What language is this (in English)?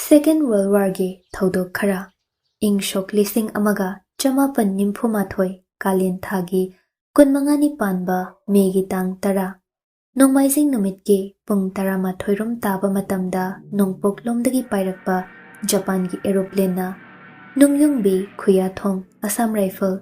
Manipuri